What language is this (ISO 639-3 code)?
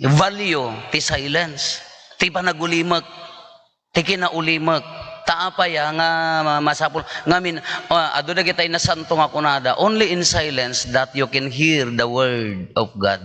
ilo